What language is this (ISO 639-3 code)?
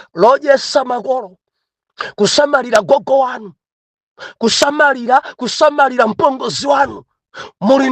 nya